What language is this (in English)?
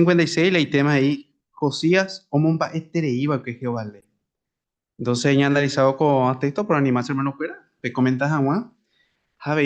Guarani